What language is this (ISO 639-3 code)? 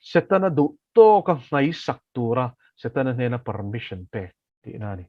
lus